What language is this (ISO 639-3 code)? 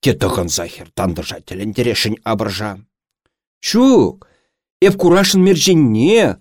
chv